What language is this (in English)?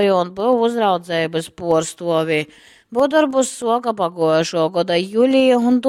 Latgalian